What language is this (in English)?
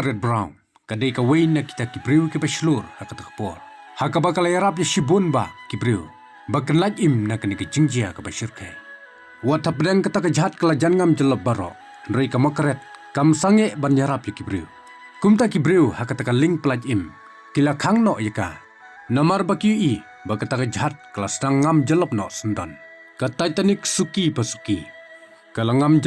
Khasi